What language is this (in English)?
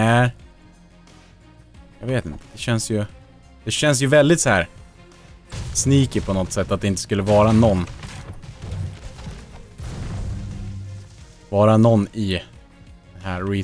Swedish